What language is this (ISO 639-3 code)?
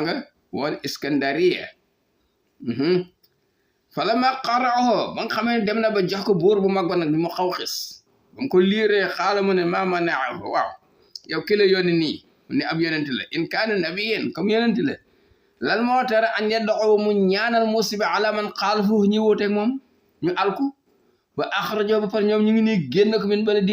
wol